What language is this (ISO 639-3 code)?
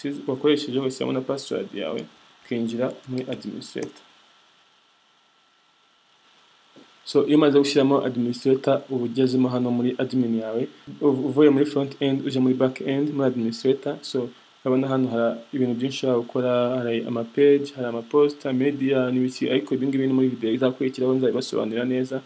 kin